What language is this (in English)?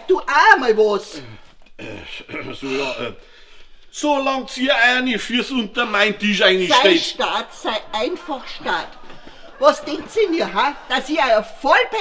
Bavarian